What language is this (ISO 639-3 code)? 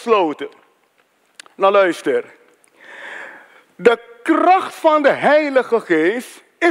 nld